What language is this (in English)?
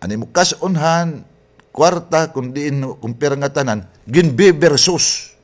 Waray